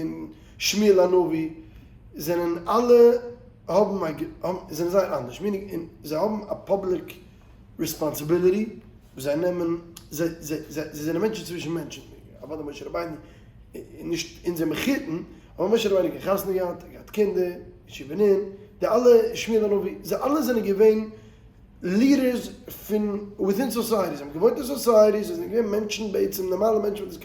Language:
Yiddish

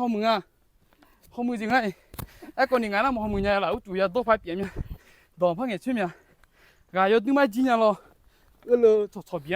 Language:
Akha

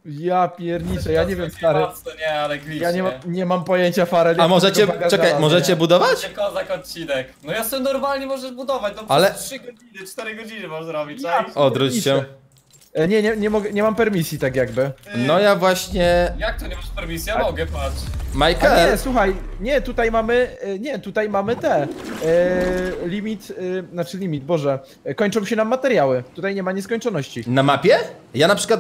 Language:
Polish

